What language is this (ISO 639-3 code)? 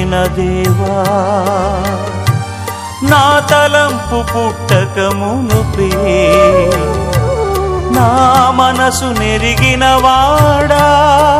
tel